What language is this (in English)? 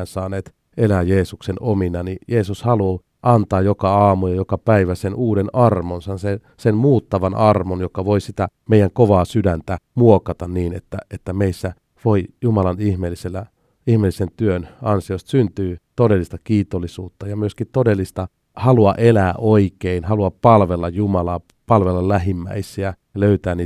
Finnish